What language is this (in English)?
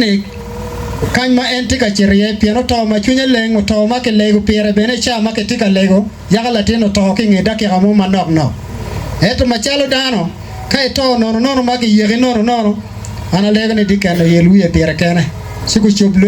Acoli